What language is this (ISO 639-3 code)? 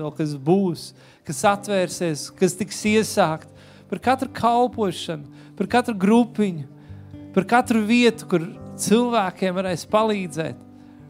lav